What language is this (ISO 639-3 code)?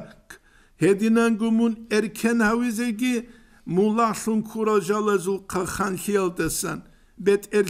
ava